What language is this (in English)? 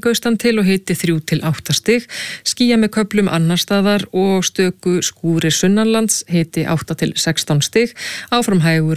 Icelandic